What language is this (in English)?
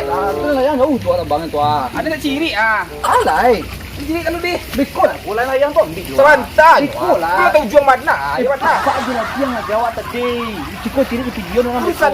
Minangkabau